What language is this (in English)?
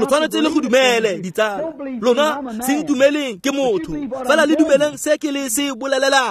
Tswana